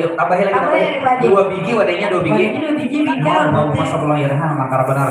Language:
Banjar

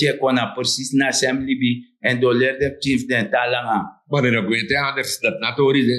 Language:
Sranan Tongo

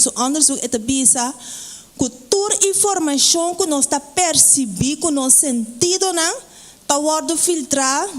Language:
Papiamento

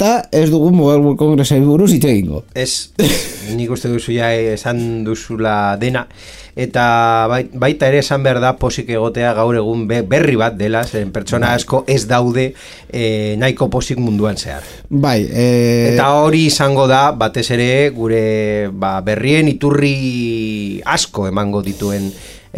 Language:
Basque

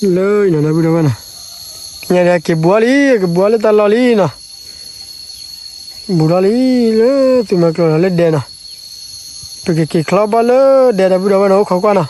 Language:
S'gaw Karen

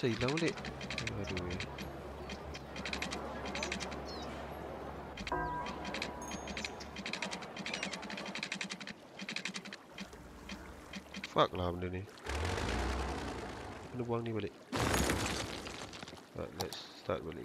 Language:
Malay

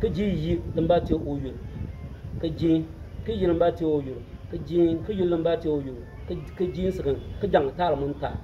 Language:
Bimoba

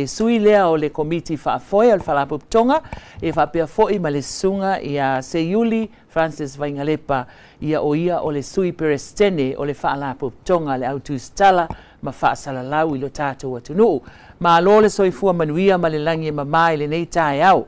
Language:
Samoan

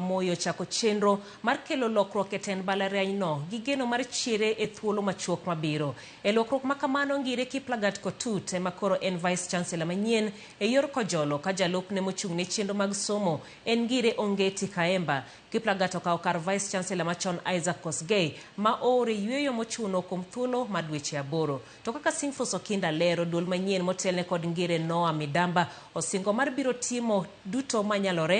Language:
Luo (Kenya and Tanzania)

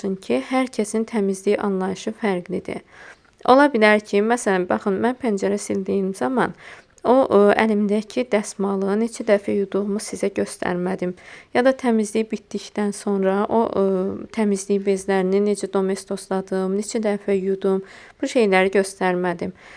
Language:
Azerbaijani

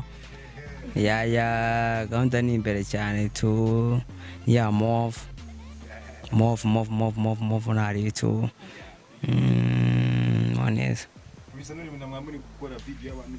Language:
Kinyarwanda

